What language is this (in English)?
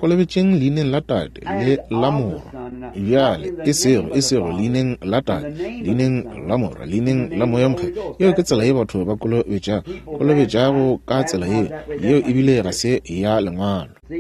Northern Sotho